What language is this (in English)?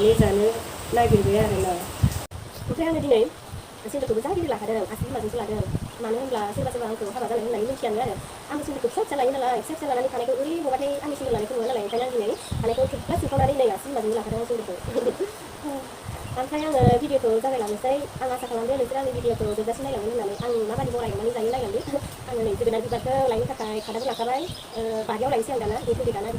Bodo